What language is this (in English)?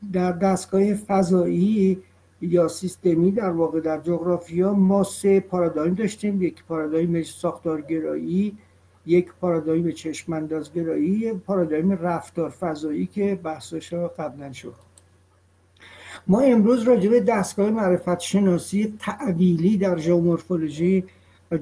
Persian